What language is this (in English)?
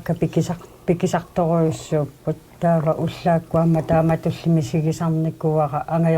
Kalaallisut